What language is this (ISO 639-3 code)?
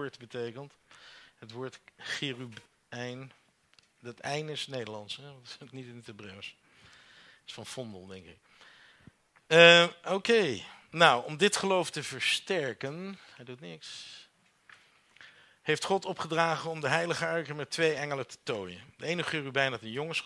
nld